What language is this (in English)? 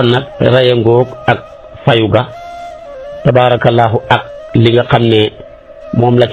Wolof